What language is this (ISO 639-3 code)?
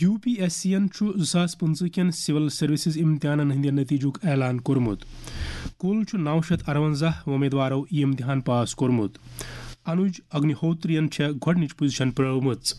kas